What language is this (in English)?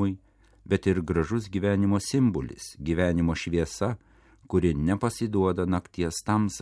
Lithuanian